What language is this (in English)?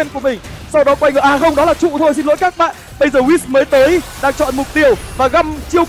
Vietnamese